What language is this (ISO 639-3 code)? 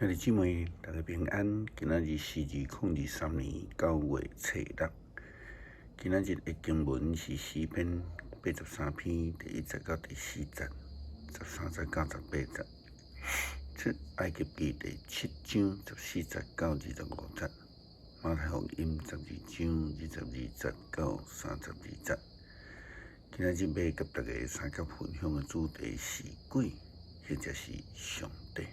nan